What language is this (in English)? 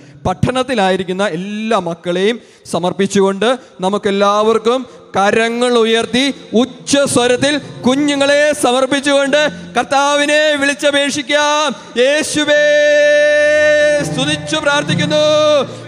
Malayalam